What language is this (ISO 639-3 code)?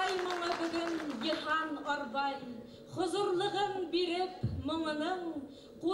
bak